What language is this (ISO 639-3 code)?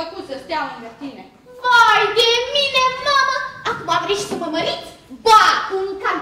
ron